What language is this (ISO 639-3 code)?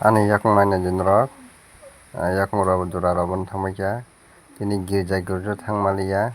trp